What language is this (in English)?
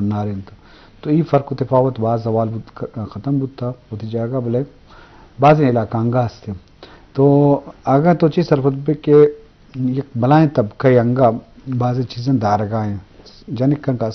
Eastern Balochi